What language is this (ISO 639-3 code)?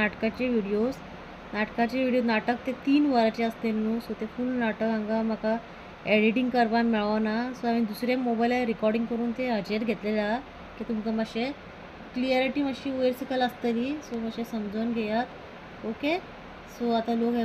kok